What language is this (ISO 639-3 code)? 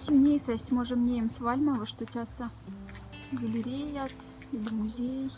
mdf